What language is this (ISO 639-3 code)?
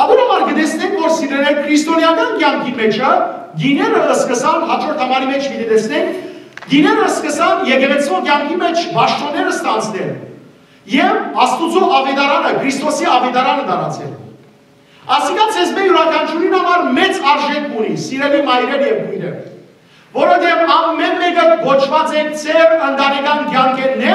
hyw